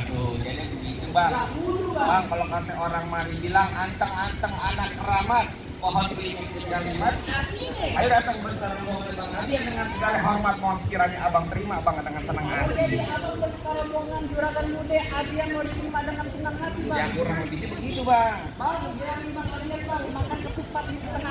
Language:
Betawi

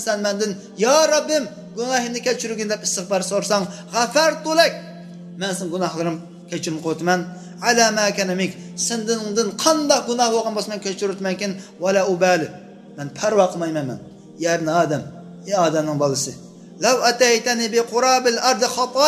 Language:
Uyghur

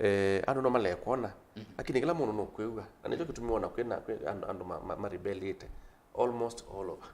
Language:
Kamba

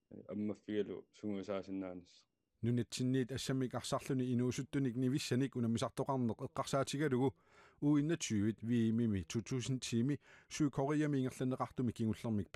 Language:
Kalaallisut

